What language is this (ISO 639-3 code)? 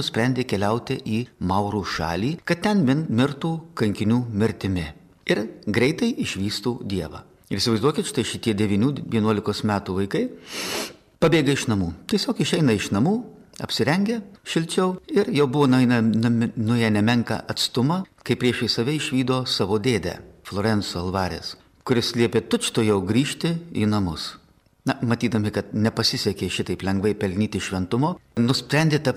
lit